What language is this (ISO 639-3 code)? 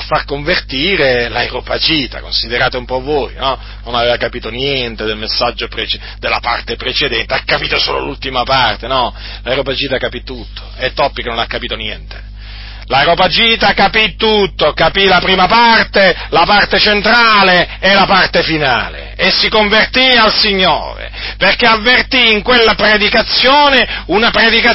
ita